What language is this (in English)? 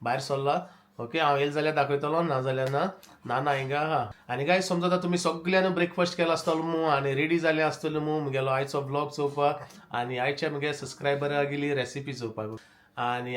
Konkani